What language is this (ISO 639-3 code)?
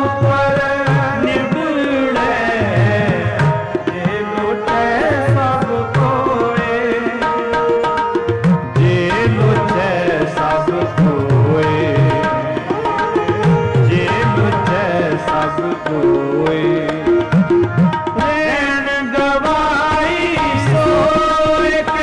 pan